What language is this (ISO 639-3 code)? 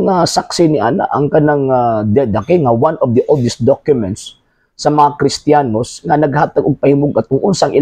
ceb